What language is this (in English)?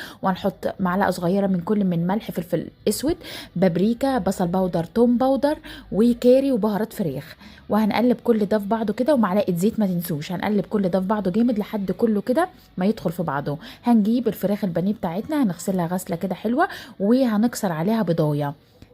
Egyptian Arabic